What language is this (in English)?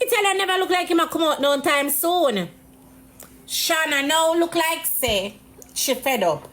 Jamaican Creole English